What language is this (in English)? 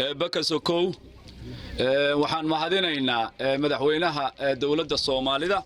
Somali